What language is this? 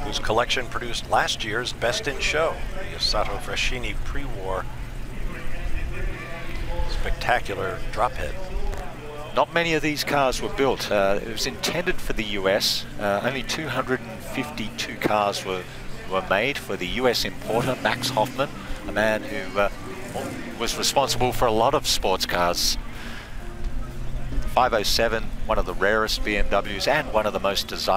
English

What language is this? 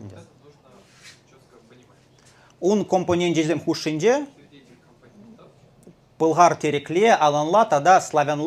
Chuvash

